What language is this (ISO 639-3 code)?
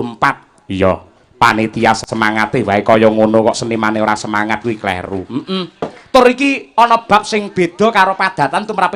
jav